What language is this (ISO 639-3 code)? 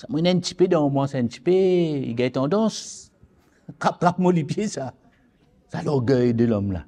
mfe